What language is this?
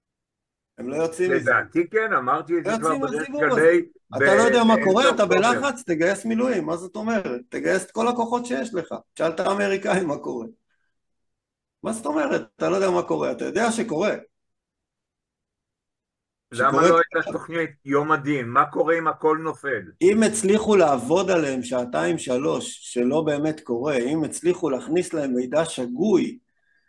Hebrew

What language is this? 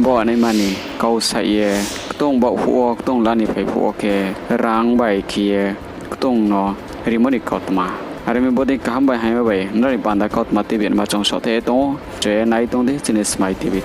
Riang (India)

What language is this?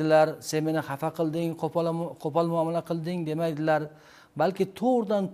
Uzbek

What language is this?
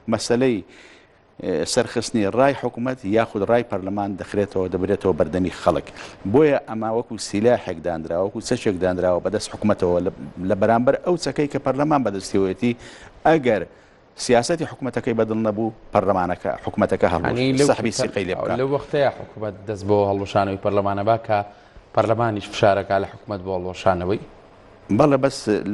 Central Kurdish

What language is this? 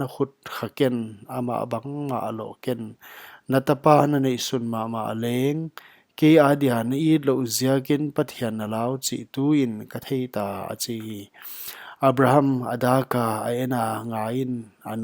Paite Chin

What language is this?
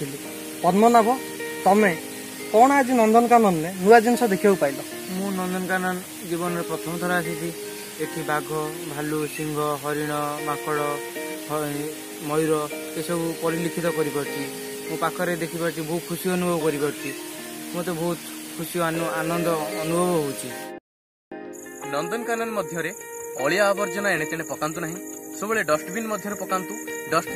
Odia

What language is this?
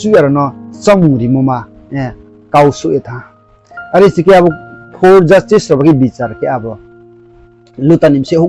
Riang (India)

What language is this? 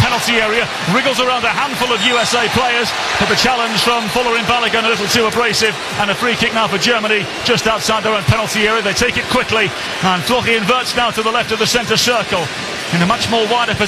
English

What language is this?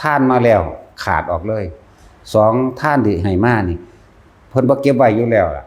Northeastern Thai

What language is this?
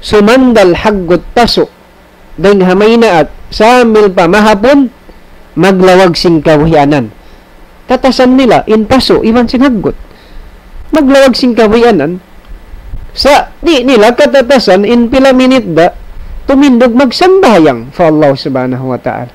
Tausug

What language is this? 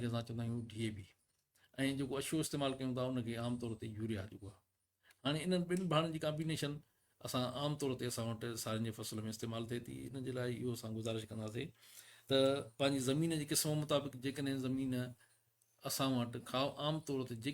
Sindhi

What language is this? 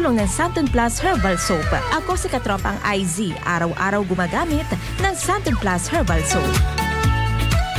Filipino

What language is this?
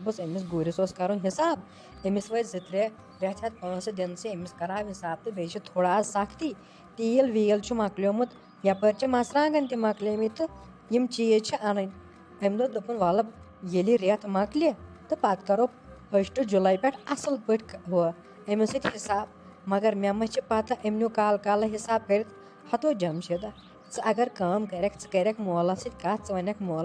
Kashmiri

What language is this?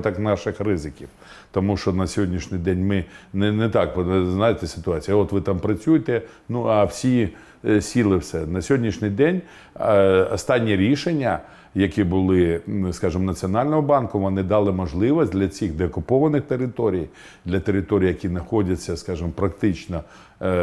Ukrainian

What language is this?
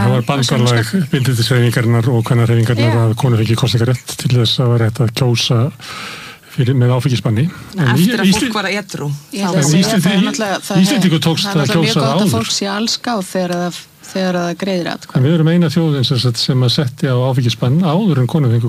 Icelandic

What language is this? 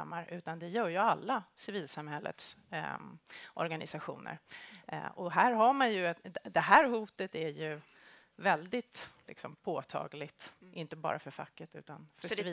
Swedish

